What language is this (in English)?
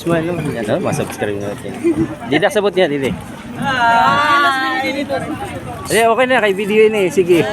Waray